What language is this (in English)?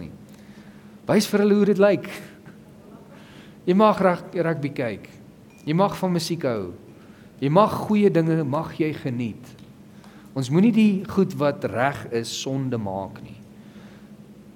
Afrikaans